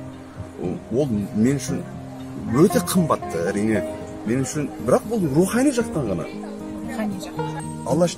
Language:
Kazakh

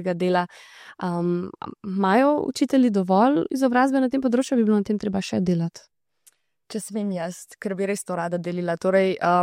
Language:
Slovenian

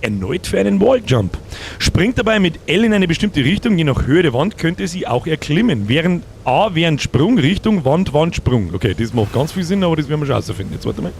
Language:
Bavarian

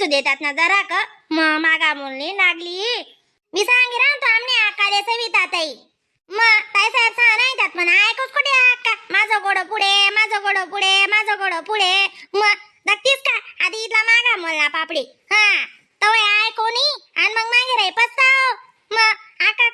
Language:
Khandesi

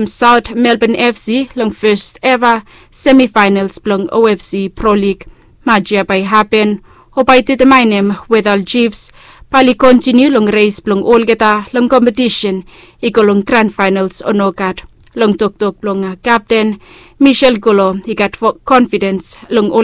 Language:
Bislama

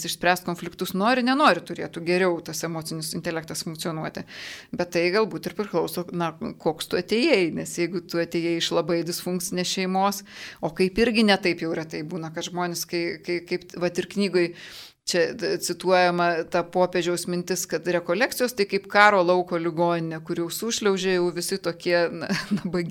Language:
Lithuanian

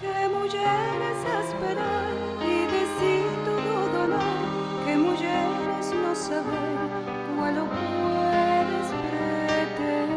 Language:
Ladino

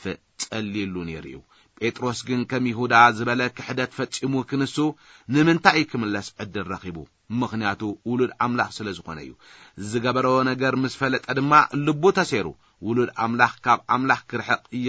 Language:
Tigrinya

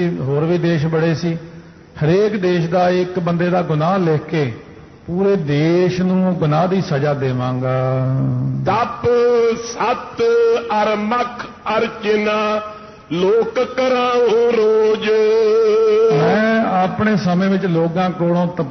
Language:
Punjabi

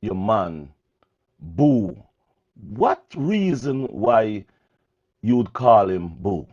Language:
Jamaican Creole English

